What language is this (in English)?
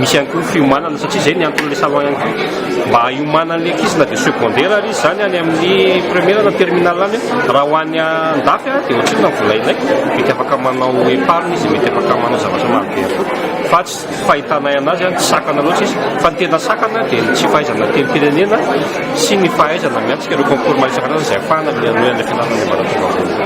Malagasy